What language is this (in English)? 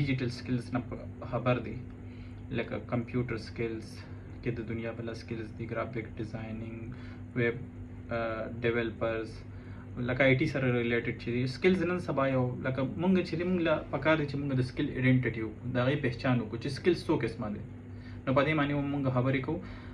Pashto